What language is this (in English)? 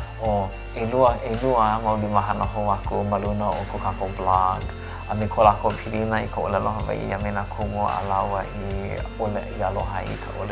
Hawaiian